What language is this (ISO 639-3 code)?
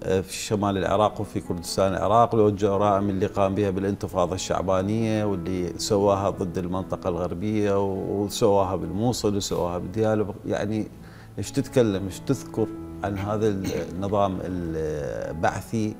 acm